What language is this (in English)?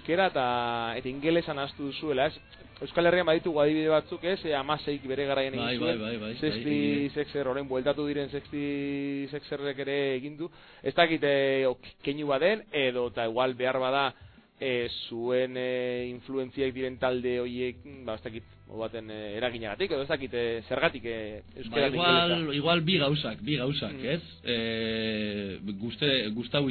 Basque